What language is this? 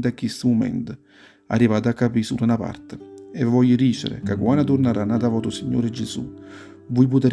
Neapolitan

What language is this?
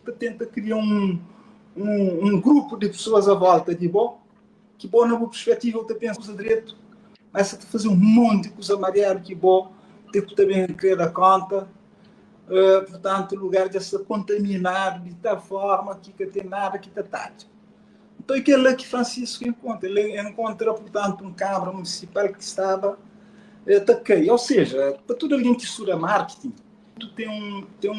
Kabuverdianu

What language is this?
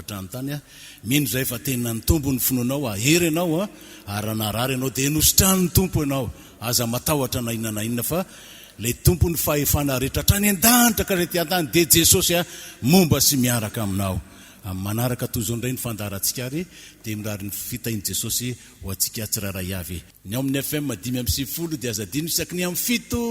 Malagasy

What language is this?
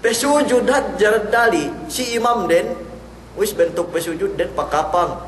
Yakan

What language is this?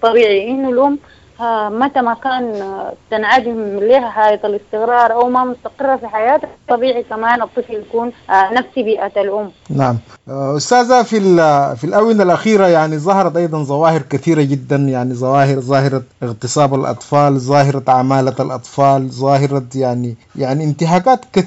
Sudanese Arabic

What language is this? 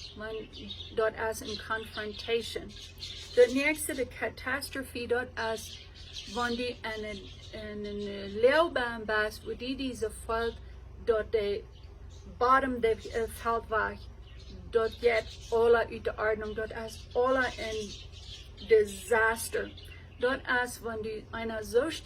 Plautdietsch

